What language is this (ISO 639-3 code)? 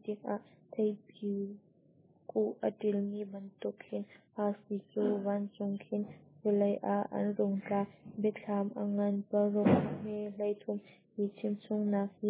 cnh